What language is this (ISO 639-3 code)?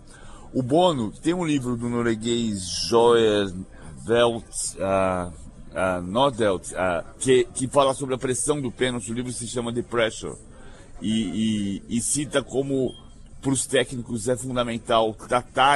por